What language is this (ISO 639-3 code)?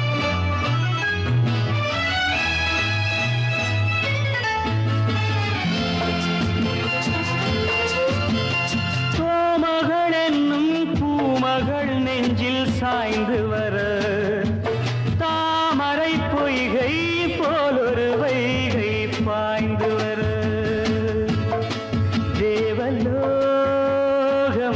tam